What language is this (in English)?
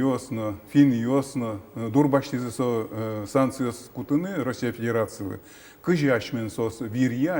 Udmurt